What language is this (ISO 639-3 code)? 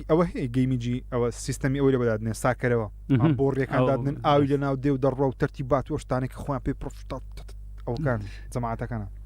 ckb